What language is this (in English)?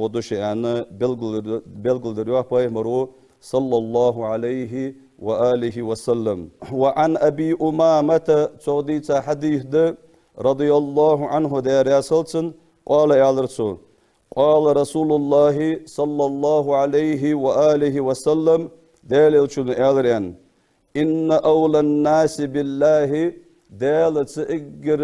Ingush